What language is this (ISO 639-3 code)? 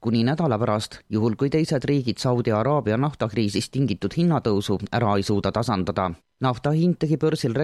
est